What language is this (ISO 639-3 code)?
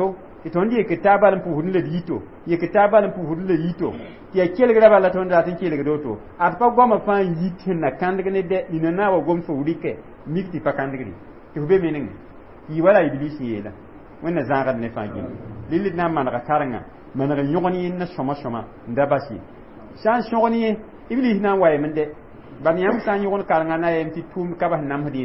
mos